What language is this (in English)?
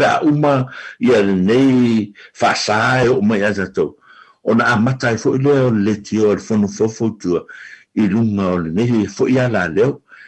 Samoan